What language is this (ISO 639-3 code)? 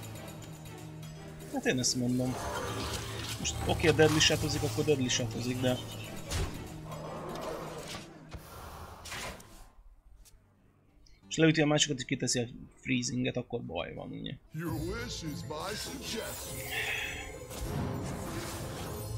hun